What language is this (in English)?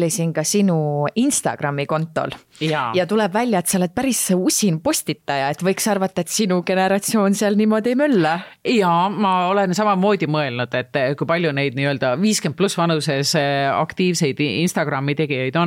Estonian